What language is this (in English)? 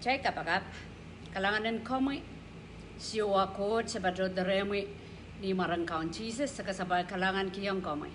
Pohnpeian